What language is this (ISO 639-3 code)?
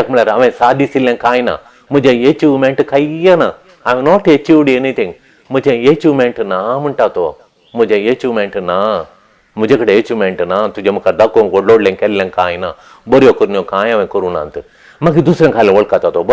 kok